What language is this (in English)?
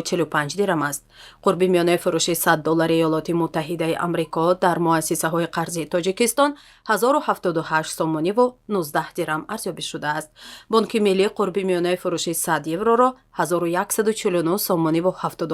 Tajik